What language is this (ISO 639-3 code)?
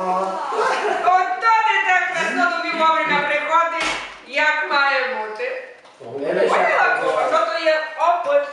rue